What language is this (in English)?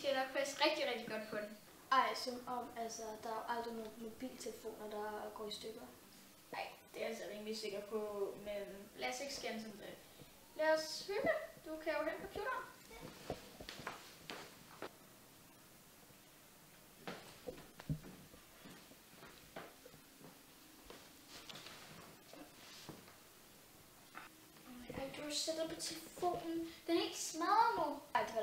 Danish